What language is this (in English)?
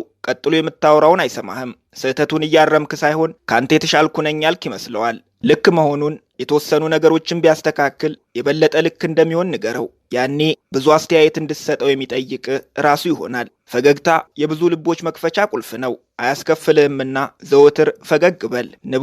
Amharic